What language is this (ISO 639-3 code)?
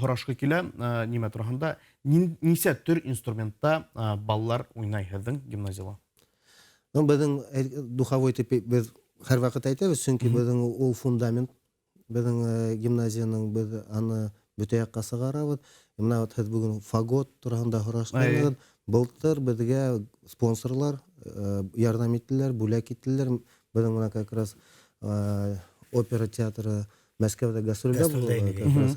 bak